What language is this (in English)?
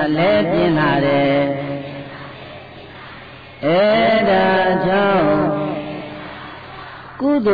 Burmese